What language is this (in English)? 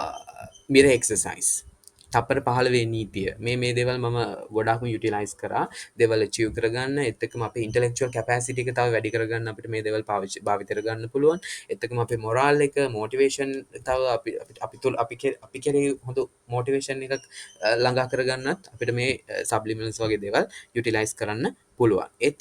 Sinhala